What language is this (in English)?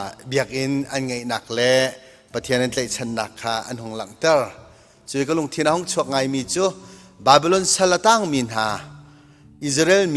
Hakha Chin